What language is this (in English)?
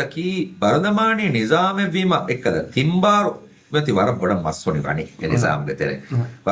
Divehi